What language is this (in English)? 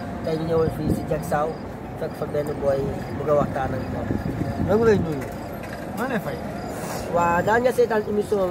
Wolof